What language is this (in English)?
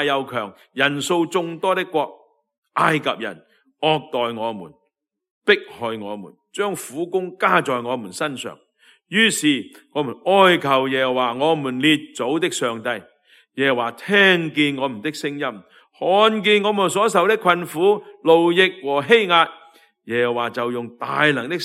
Cantonese